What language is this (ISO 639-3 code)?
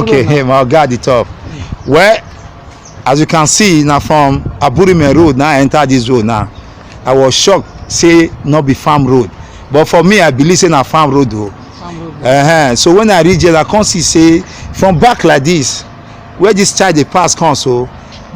pcm